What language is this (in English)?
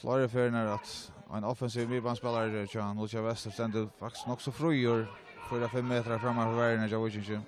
Faroese